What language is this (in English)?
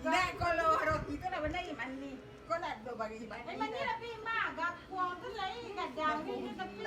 Minangkabau